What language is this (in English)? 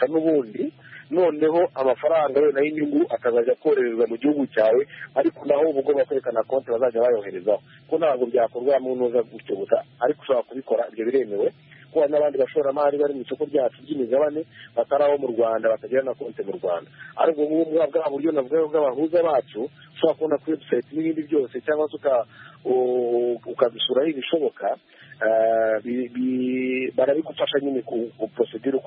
Kinyarwanda